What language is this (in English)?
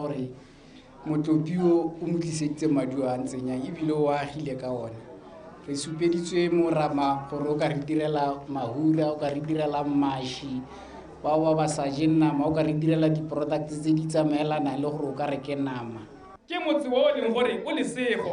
Tswana